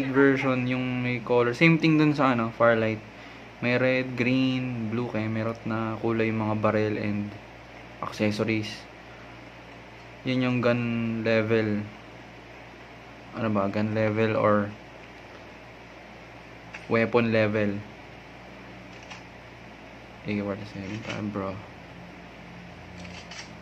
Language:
Filipino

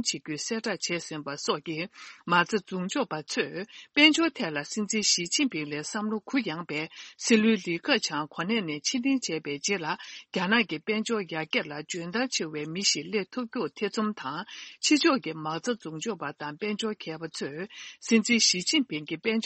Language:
Tibetan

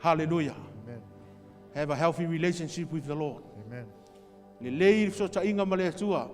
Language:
Samoan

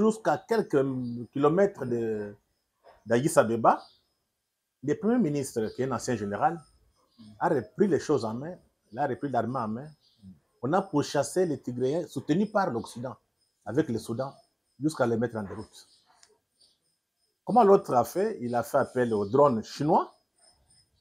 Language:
French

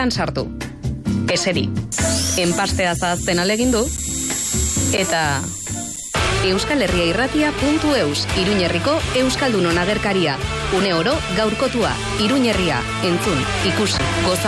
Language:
Basque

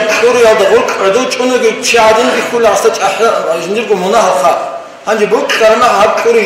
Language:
Avaric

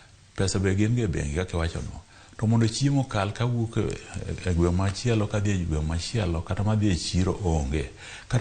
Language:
Luo (Kenya and Tanzania)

